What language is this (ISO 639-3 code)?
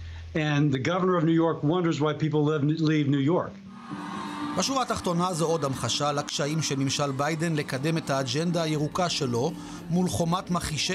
heb